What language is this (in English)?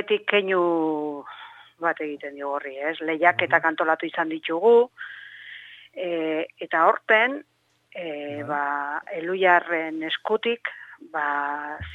Basque